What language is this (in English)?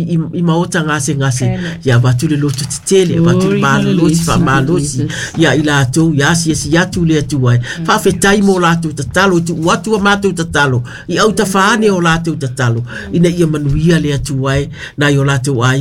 Samoan